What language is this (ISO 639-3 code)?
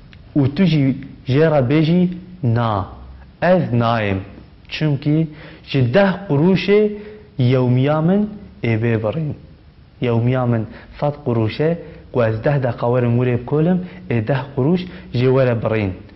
kur